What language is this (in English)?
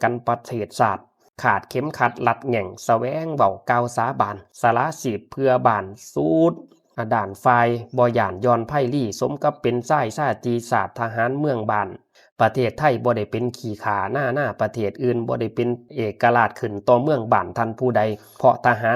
Lao